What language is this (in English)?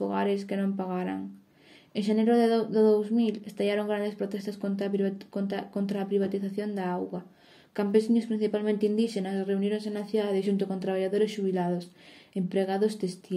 Galician